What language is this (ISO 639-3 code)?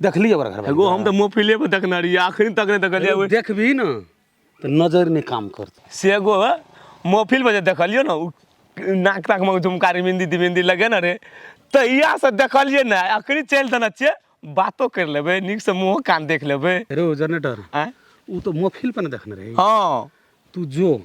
mai